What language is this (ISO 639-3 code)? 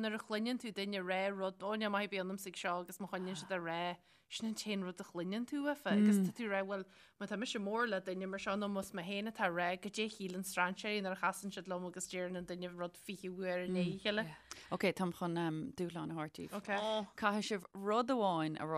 gle